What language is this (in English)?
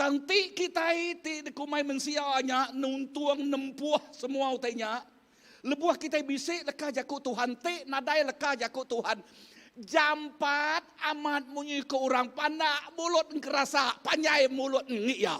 Iban